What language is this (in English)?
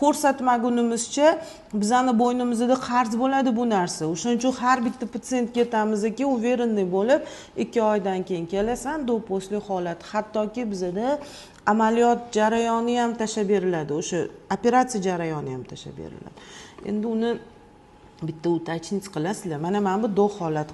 Uzbek